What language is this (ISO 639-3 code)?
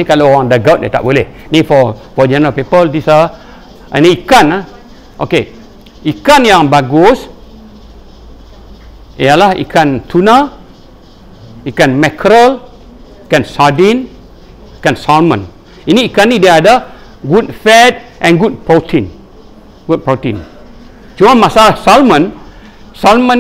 msa